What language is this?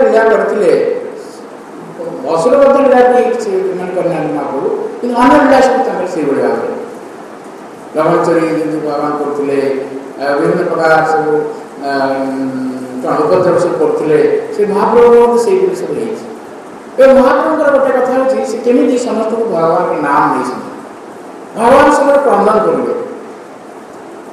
Odia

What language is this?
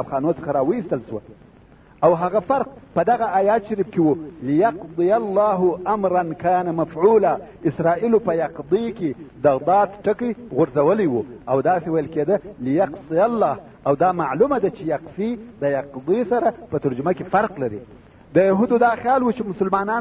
Pashto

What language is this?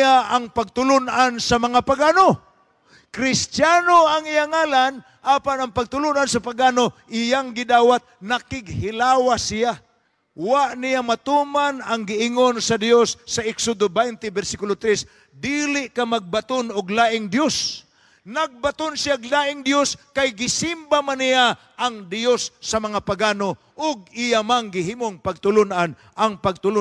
Cebuano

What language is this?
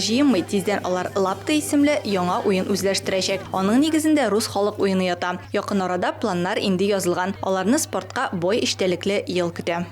Tatar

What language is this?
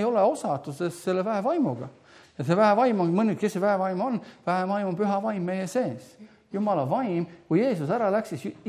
Estonian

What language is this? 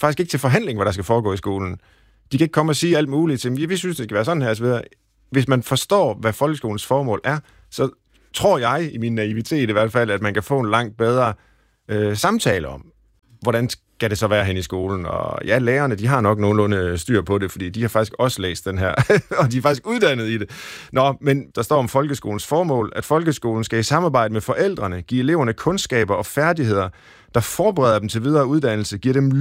Danish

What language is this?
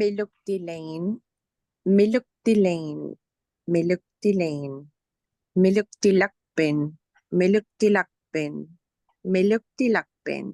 Inupiaq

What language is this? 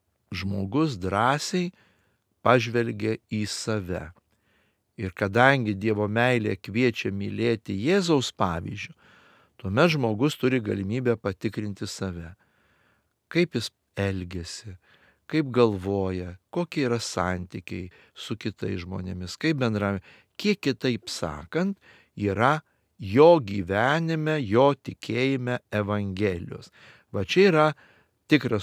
Lithuanian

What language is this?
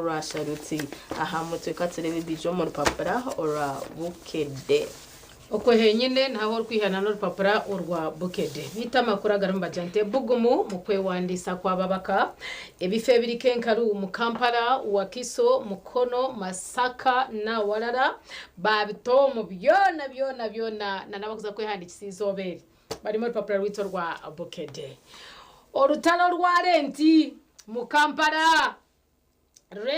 Nyankole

